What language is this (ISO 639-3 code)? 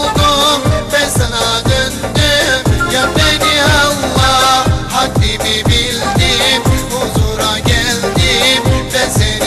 tur